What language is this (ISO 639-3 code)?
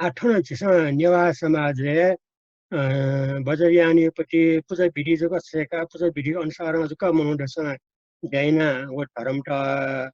new